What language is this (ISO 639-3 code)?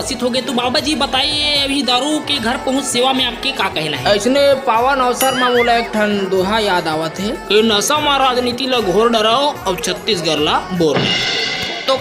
hne